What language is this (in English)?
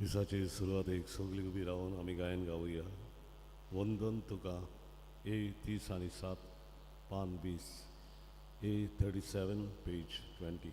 Konkani